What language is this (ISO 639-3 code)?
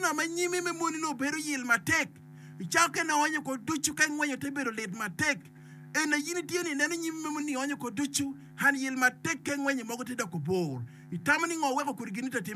ach